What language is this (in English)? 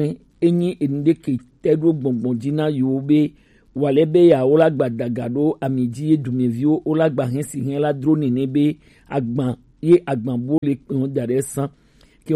Gen